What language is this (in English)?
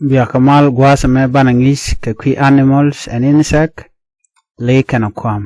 Nuer